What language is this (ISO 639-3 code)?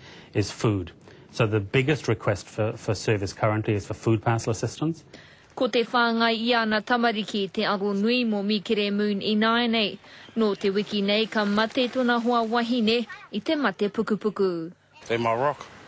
mri